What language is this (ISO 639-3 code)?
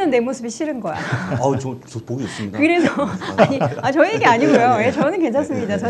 kor